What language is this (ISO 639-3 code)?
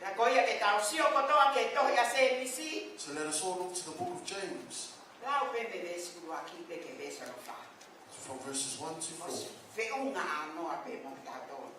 ton